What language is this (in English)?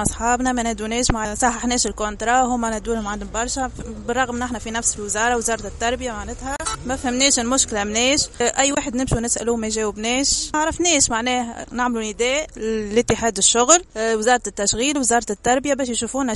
Tunisian Arabic